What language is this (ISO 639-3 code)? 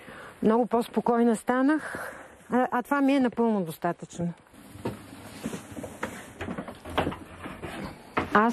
bul